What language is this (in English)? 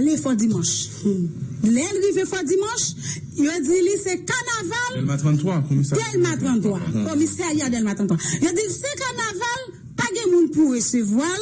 Haitian Creole